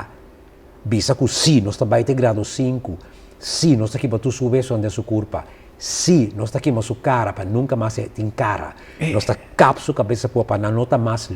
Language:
Papiamento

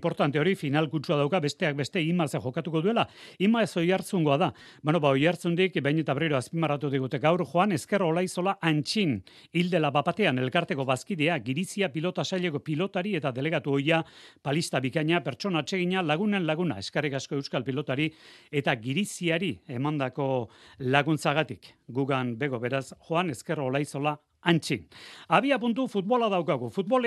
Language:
Basque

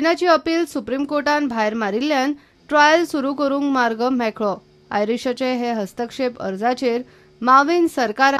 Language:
Konkani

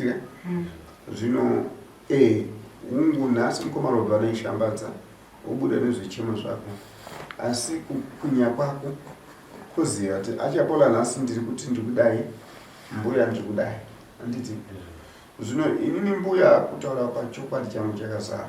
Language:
Shona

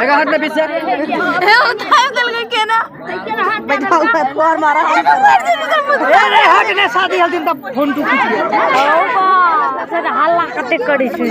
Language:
Maithili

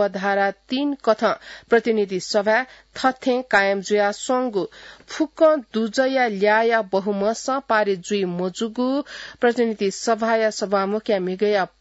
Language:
Newari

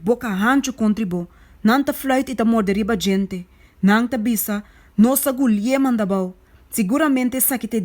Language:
Papiamento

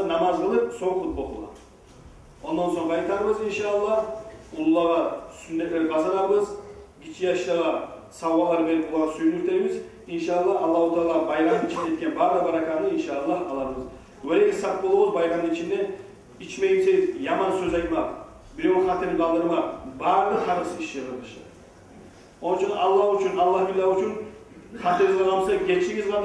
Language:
Kumyk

